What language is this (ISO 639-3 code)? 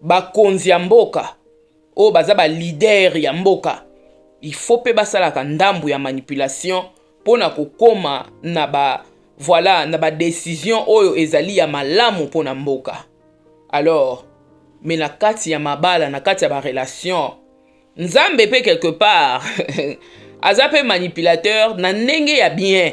lin